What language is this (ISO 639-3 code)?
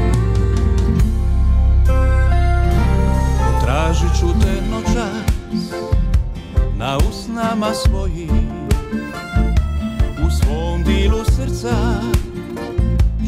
hrv